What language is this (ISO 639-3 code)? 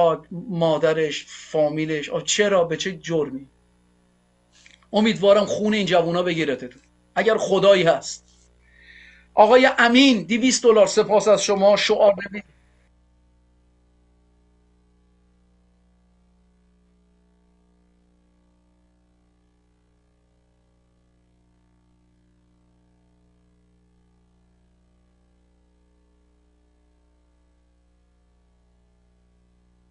fas